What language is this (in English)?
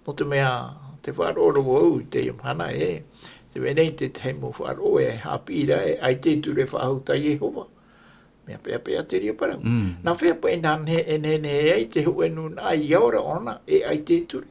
Tahitian